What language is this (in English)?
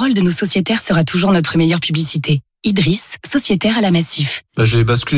French